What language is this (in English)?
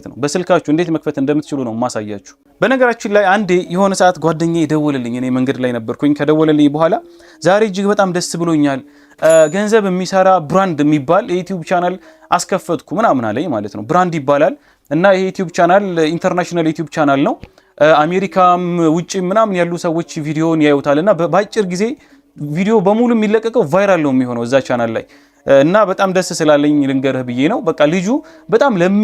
Amharic